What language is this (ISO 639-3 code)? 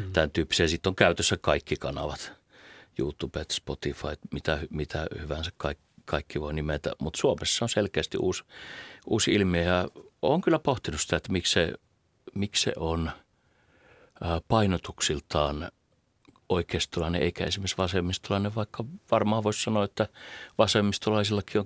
fin